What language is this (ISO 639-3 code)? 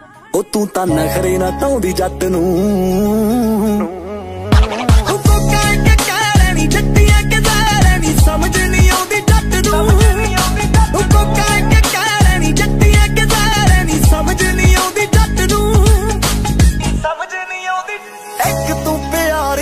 pan